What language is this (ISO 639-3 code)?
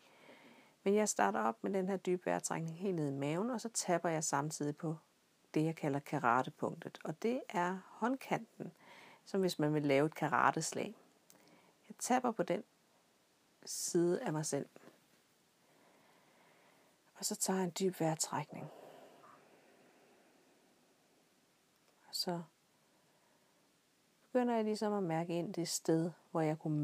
dan